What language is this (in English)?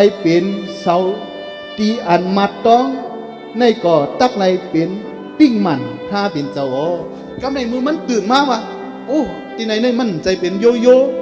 Shan